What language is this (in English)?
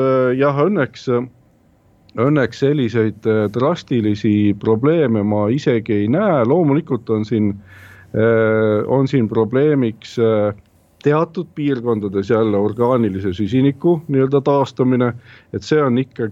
Estonian